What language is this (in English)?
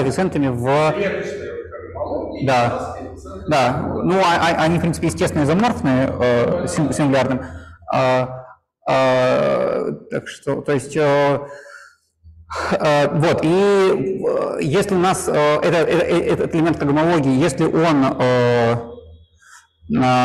Russian